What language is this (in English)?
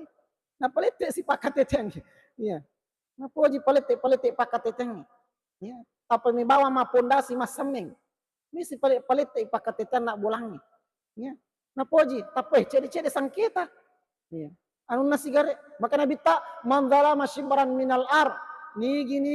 Buginese